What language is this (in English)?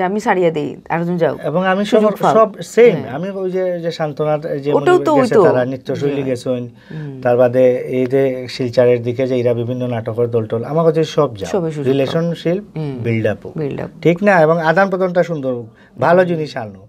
Sylheti